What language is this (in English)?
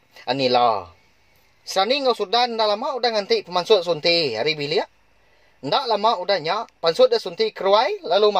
Iban